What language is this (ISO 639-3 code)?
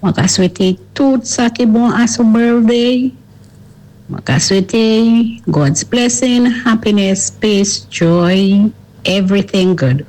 acf